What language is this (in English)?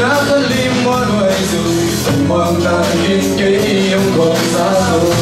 Tedim Chin